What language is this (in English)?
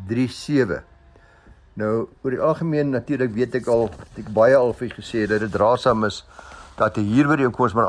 Afrikaans